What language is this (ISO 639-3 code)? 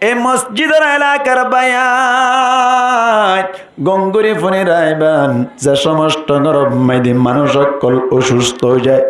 rhg